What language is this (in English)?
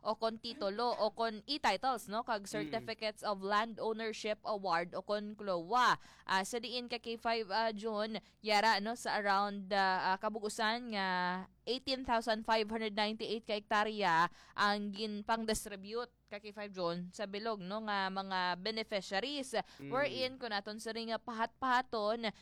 Hiligaynon